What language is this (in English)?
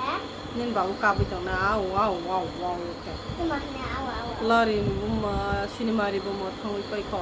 Kok Borok